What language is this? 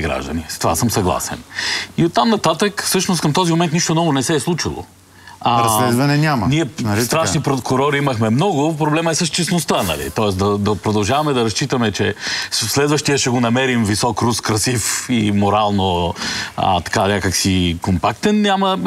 Bulgarian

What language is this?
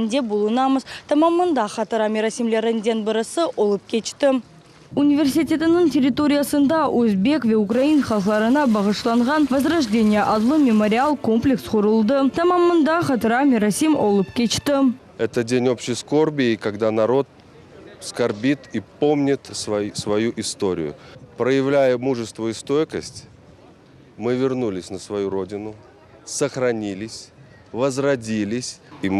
Crimean Tatar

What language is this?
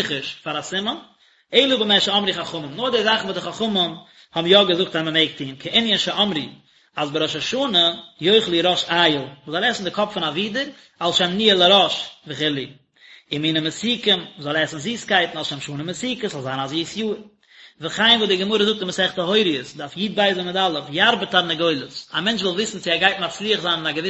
Yiddish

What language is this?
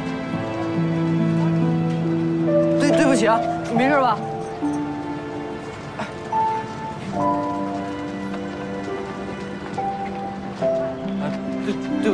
Chinese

